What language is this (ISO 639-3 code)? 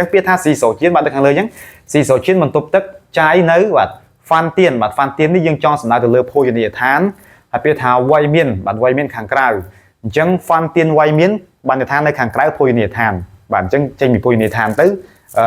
khm